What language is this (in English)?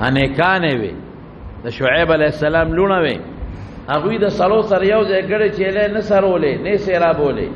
Pashto